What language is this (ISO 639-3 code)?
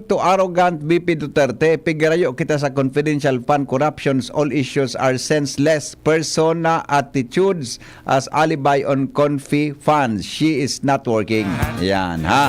bik